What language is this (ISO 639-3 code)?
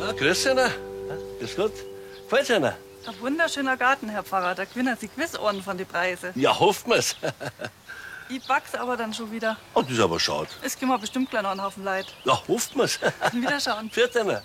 bar